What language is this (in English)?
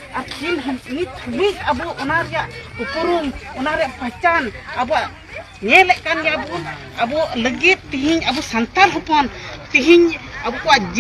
Santali